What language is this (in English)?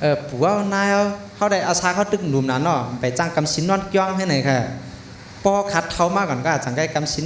Shan